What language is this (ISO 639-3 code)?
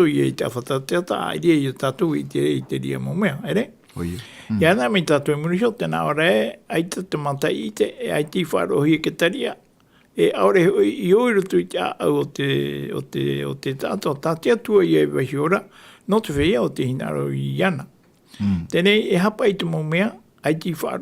tah